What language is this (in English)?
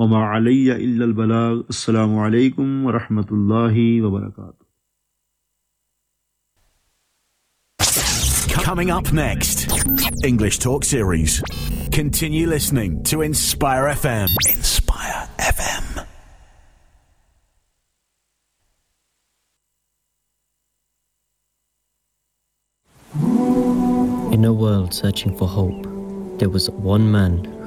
Urdu